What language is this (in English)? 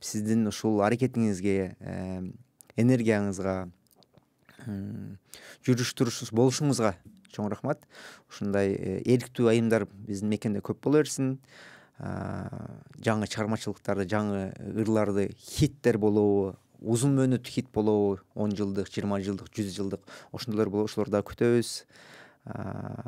Kyrgyz